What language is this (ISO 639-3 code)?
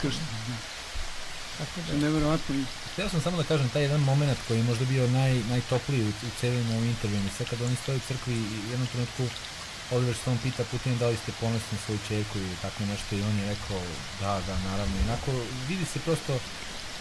srp